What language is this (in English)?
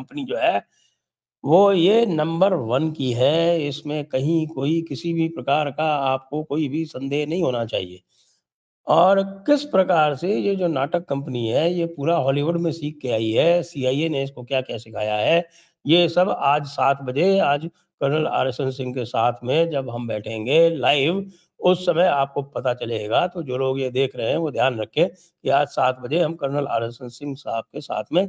Hindi